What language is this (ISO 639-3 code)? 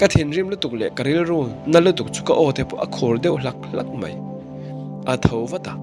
lus